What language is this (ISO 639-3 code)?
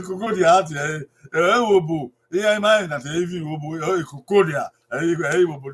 bin